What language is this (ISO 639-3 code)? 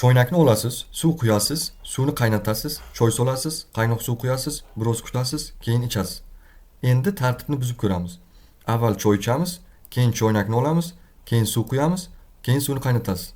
uzb